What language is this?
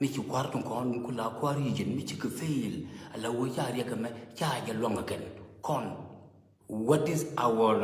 Nuer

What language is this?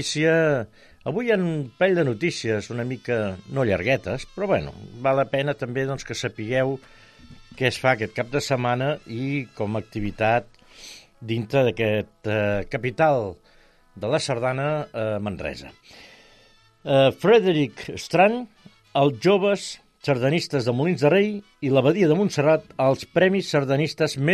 Catalan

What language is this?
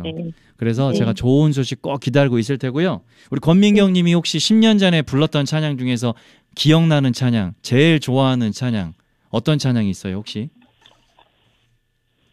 Korean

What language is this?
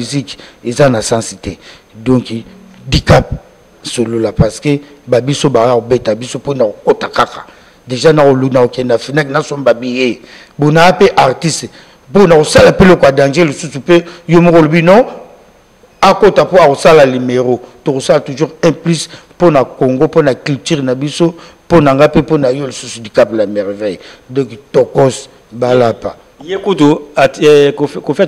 Lingala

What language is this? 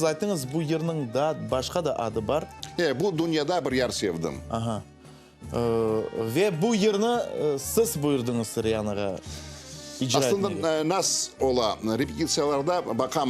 Crimean Tatar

